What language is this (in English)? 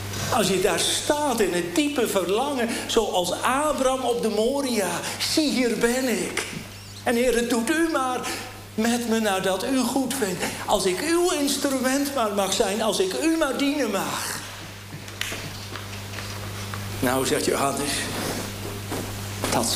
Dutch